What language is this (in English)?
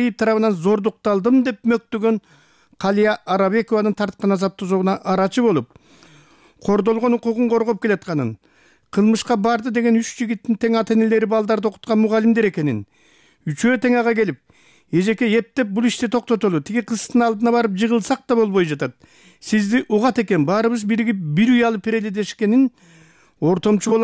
Kyrgyz